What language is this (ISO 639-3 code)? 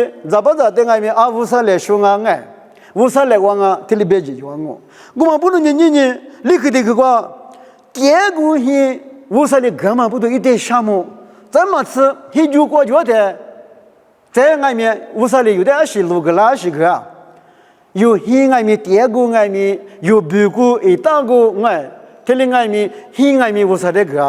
lis